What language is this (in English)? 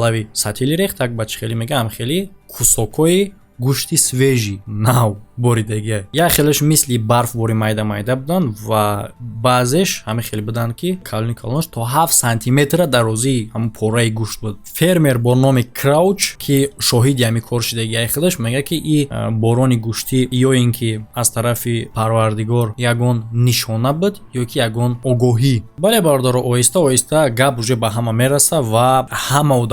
Tajik